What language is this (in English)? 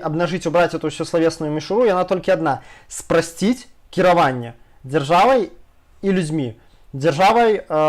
Belarusian